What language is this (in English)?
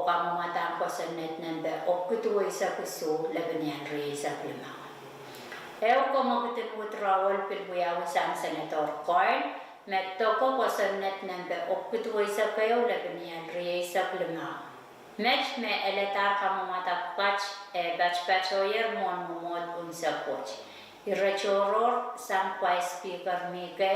Pohnpeian